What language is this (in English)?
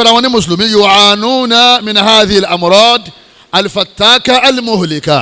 Yoruba